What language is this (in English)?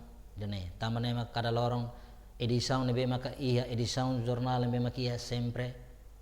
Tetum